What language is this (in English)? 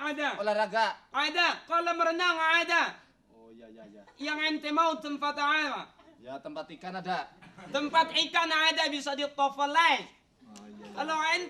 Betawi